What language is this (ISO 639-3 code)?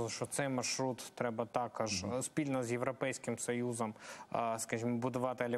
ukr